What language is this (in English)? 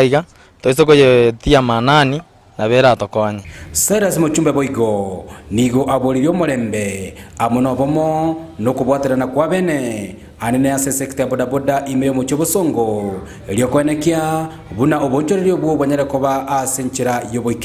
Gusii